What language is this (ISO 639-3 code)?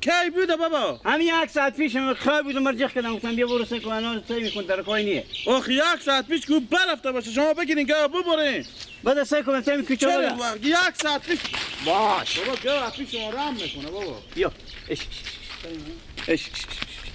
fas